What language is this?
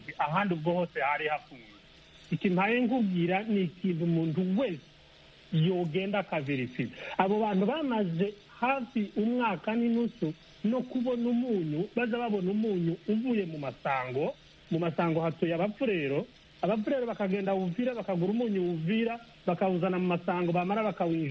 Kinyarwanda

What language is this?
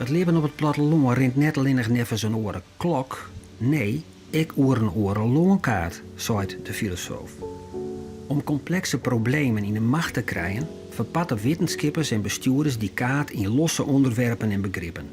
Western Frisian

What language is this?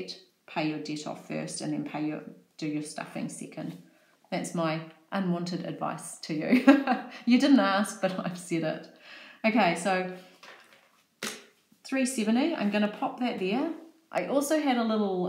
English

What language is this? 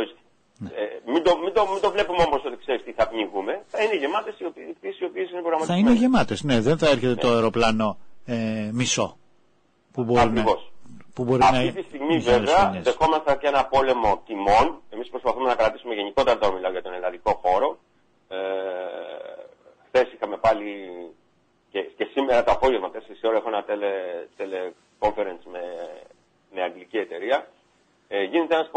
Greek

